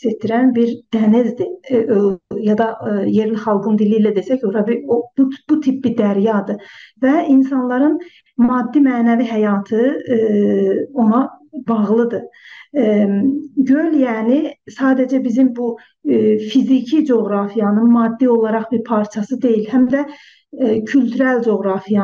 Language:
South Azerbaijani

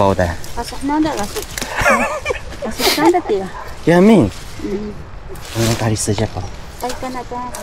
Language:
Taroko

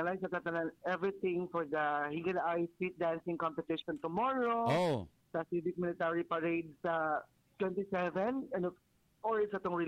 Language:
Filipino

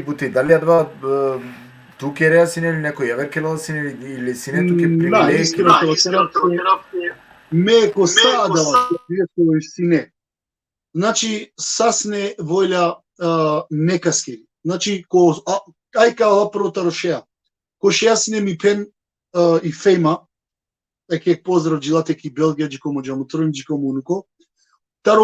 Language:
Balkan Romani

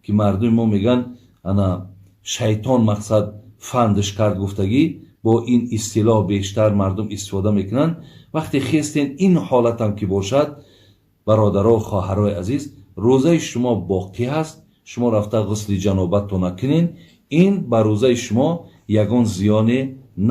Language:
Tajik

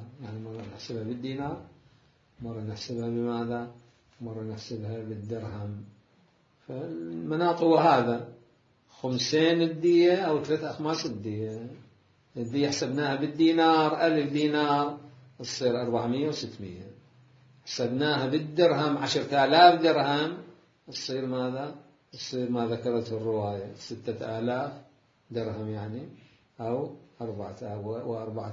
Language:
Mesopotamian Arabic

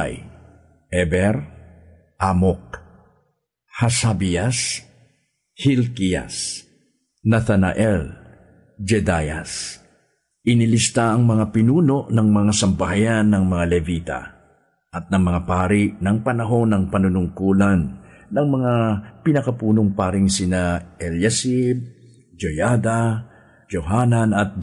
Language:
Filipino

